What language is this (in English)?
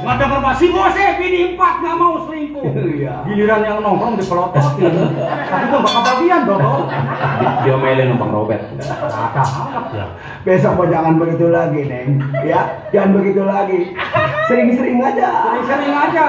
Betawi